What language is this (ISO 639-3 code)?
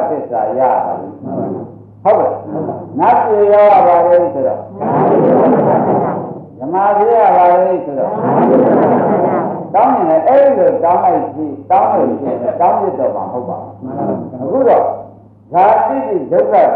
mya